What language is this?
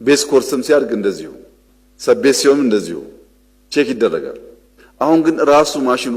Amharic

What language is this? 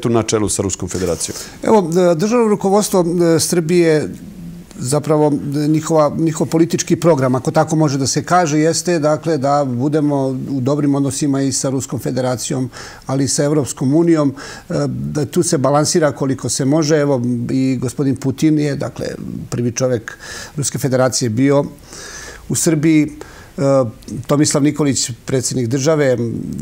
Serbian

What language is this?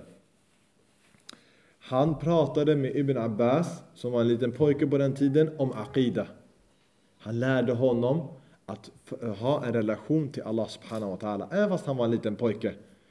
Swedish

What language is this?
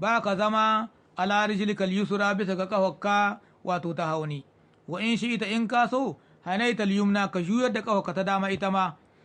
Hausa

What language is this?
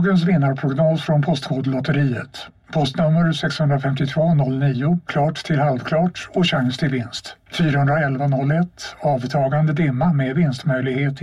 Swedish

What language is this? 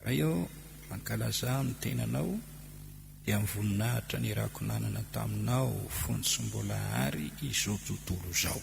Malagasy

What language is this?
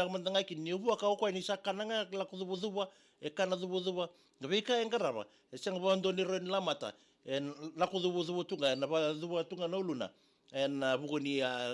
Fijian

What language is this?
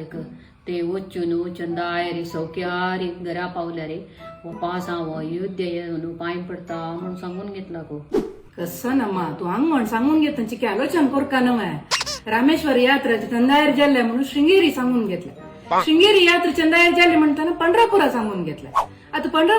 Konkani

